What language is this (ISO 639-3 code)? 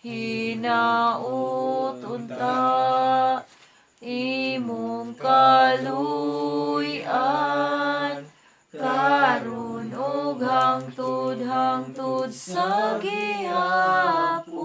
ceb